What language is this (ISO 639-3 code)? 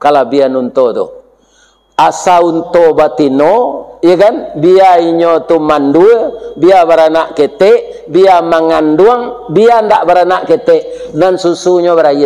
min